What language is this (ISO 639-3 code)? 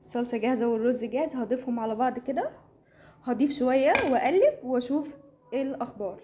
arz